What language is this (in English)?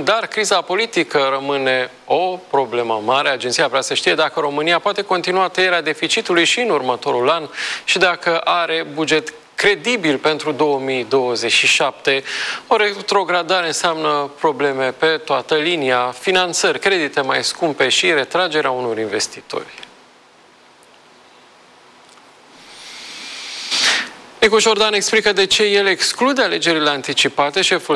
Romanian